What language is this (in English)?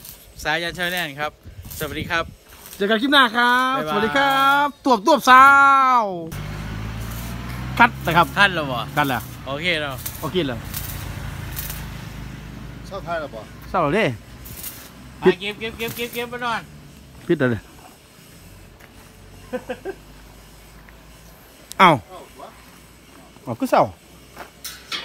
Thai